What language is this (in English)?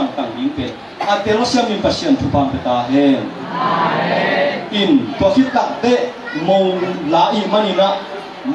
Tedim Chin